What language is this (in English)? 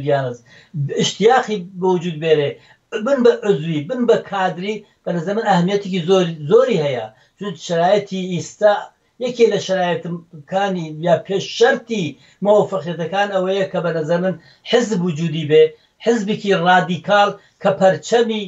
Central Kurdish